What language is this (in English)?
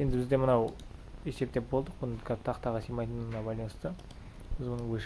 Kazakh